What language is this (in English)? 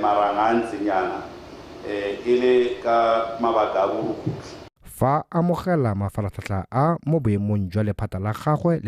Tswana